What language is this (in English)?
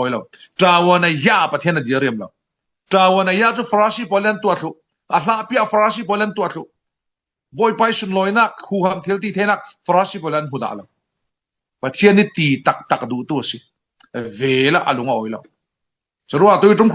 Falam Chin